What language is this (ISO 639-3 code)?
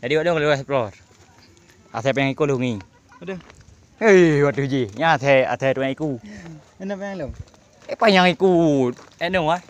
ace